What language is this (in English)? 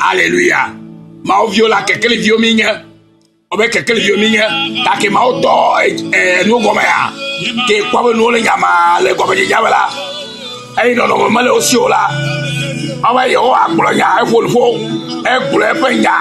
Ewe